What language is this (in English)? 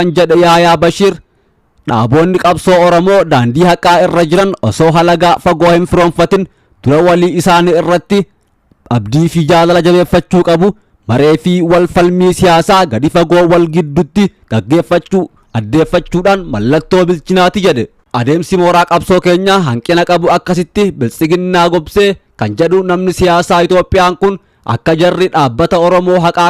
Oromo